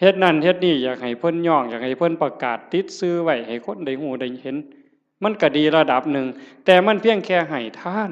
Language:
Northeastern Thai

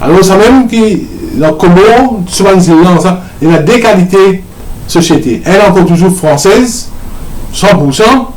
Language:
Morisyen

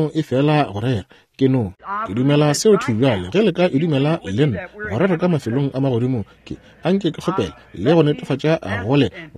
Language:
Northern Sotho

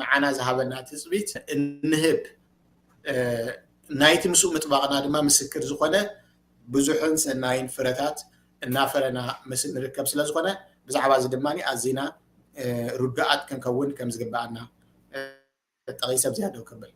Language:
Tigrinya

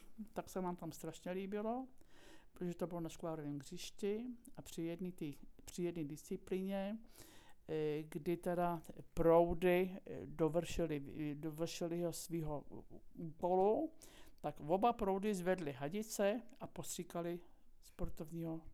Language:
Czech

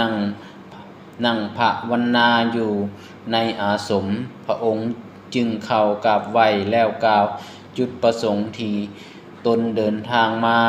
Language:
Lao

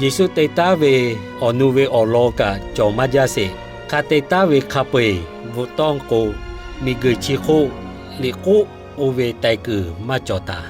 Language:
Lahu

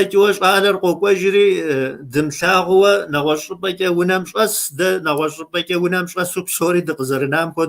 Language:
Kabardian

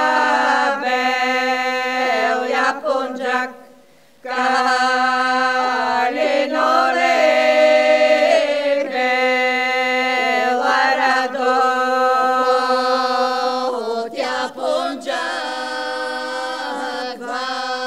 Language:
Bulgarian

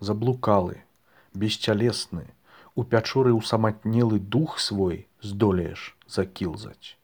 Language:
Belarusian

